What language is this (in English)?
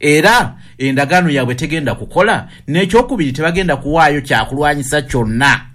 Ganda